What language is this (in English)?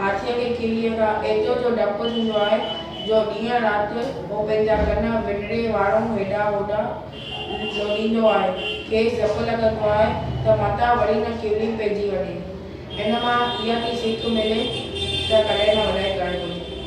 Sindhi